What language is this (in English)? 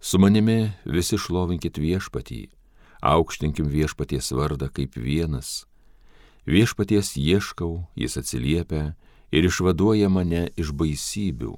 Lithuanian